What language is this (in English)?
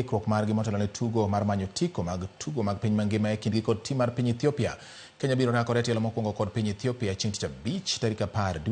Luo (Kenya and Tanzania)